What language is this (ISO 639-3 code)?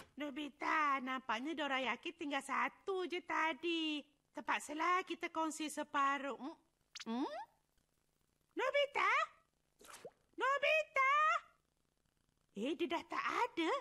msa